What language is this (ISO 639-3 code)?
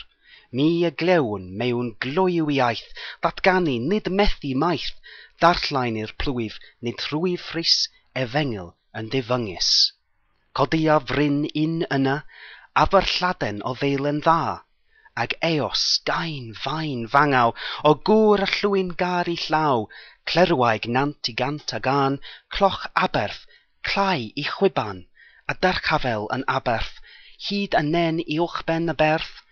cym